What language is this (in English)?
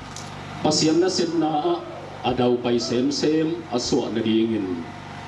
Tedim Chin